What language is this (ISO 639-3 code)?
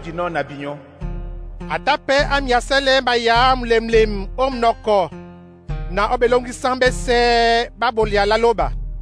dua